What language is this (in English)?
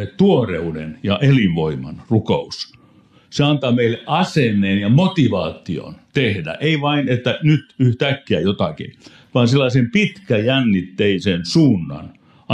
Finnish